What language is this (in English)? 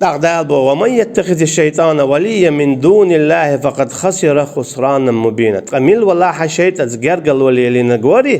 Chechen